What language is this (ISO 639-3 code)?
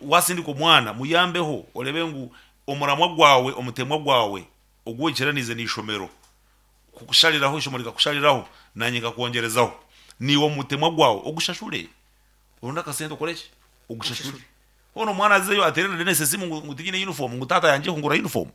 nyn